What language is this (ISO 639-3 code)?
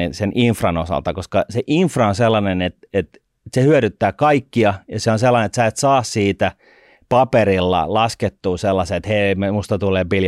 fin